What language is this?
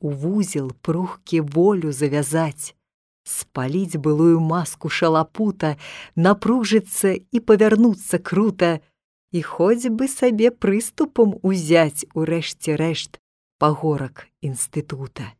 Belarusian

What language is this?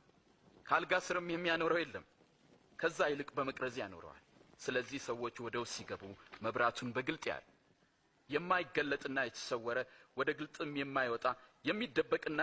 Amharic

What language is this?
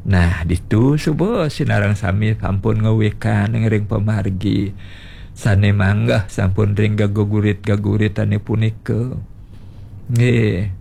Balinese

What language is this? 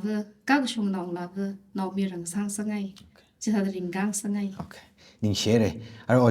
Tangkhul Naga (India)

